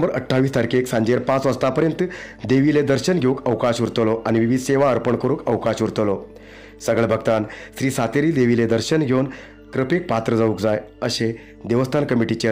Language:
Konkani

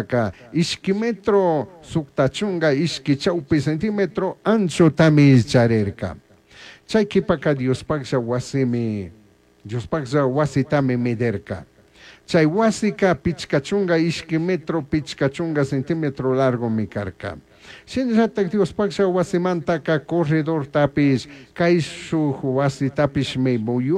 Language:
Chimborazo Highland Quichua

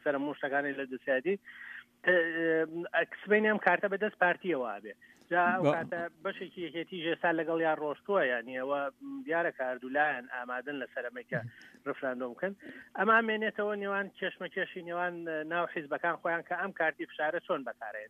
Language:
Central Kurdish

